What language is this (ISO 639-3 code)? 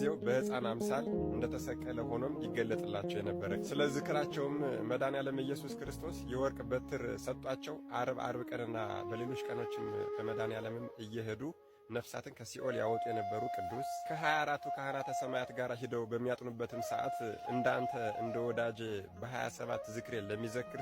amh